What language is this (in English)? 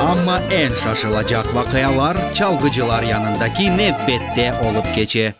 Crimean Tatar